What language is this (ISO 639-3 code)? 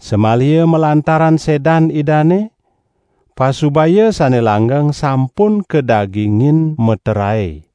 ban